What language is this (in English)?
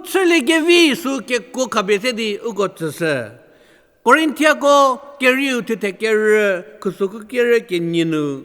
Angami Naga